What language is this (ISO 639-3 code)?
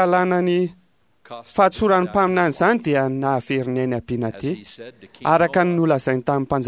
mlg